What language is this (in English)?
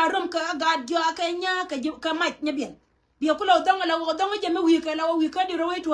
Nuer